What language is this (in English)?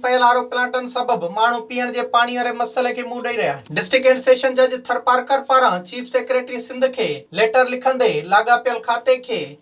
Sindhi